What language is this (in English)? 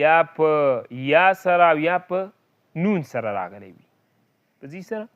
Pashto